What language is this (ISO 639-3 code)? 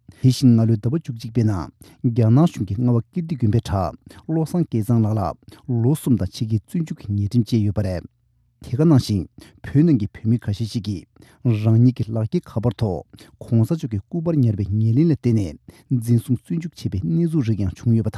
bod